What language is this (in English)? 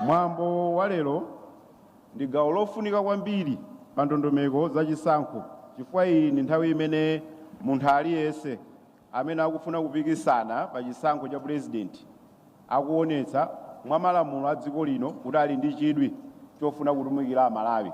Nyanja